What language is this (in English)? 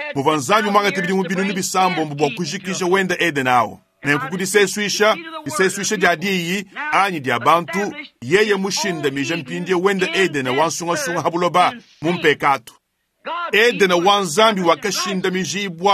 Luba-Lulua